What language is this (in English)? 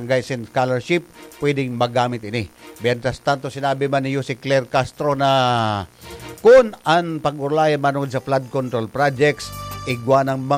Bikol